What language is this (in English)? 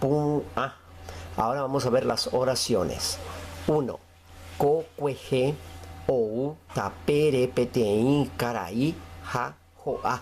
Guarani